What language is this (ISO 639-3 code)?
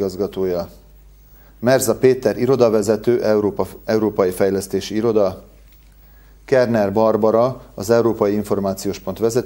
hun